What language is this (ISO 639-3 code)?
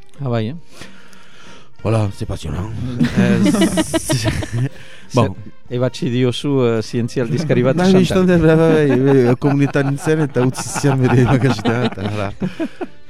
eus